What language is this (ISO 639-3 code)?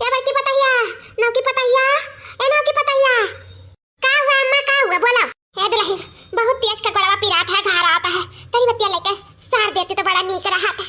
awa